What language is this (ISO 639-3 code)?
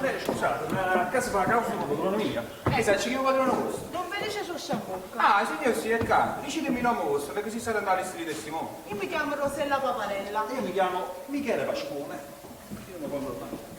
nap